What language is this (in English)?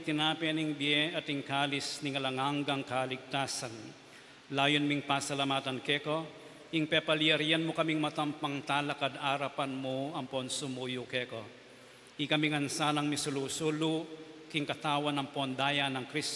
Pampanga